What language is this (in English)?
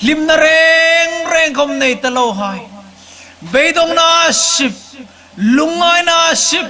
Hmar